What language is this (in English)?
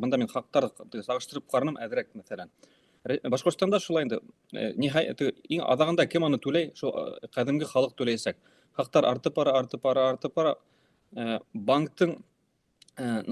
Bashkir